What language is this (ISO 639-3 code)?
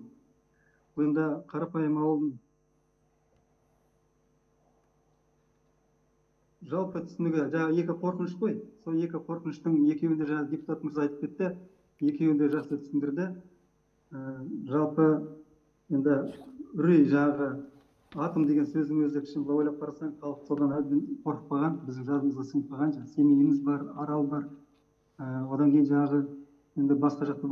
kaz